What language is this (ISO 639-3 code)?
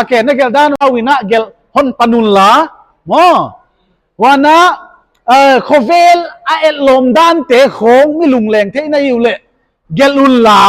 pck